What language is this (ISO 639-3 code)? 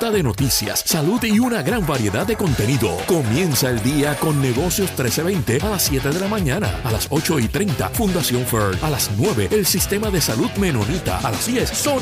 spa